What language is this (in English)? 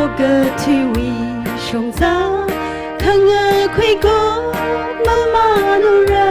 Tangkhul Naga (India)